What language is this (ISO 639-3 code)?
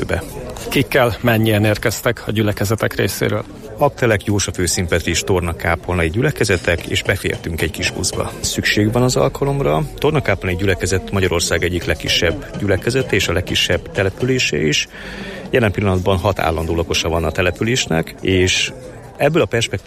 hun